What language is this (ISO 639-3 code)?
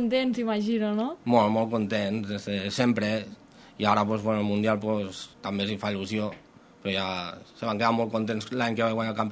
cat